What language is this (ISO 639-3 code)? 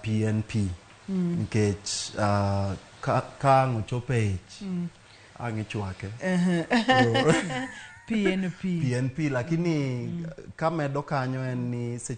luo